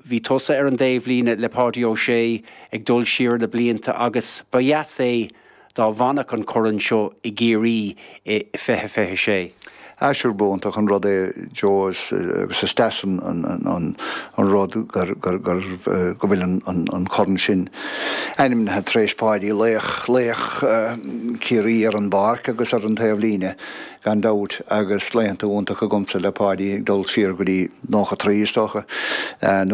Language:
Irish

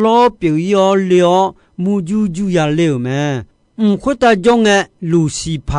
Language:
Akha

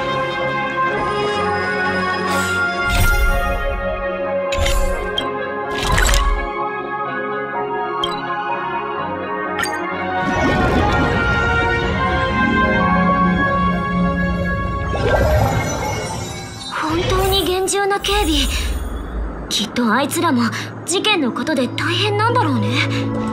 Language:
Japanese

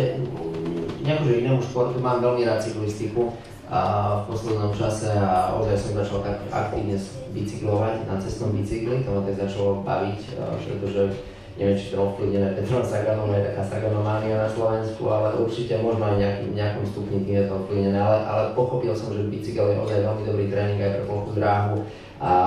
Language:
Slovak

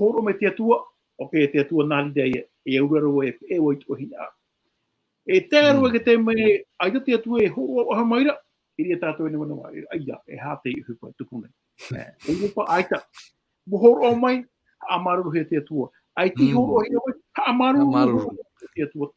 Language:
Tahitian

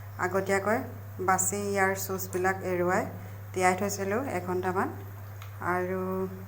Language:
Assamese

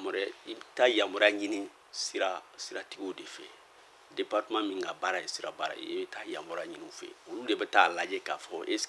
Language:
Bambara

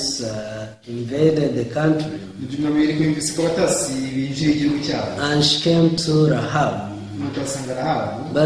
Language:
Kinyarwanda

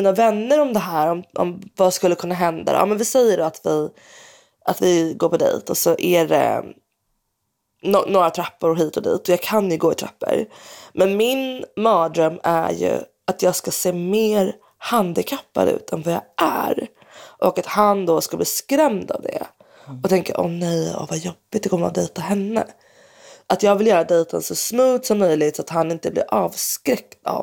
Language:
Swedish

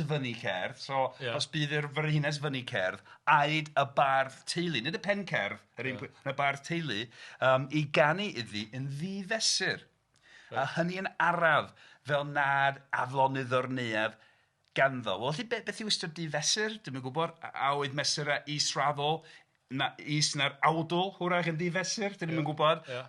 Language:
Welsh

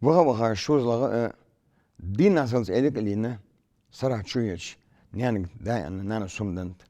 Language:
Ingush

